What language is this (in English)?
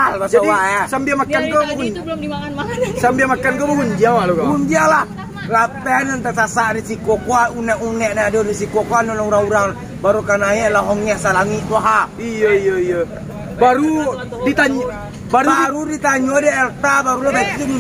Minangkabau